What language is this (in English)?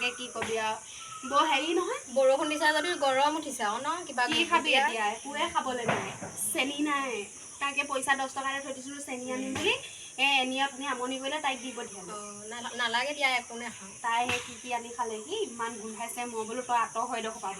Assamese